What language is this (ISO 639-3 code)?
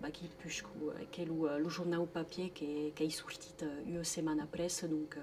oci